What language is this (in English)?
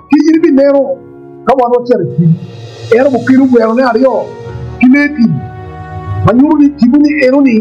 Acoli